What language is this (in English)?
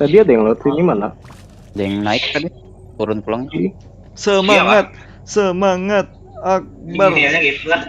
Banjar